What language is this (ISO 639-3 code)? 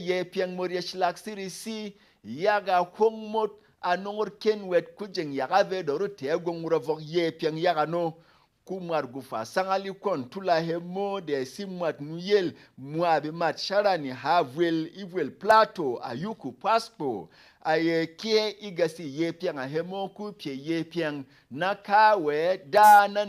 bom